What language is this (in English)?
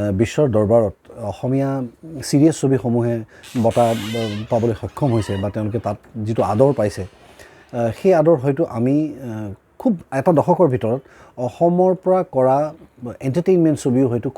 Assamese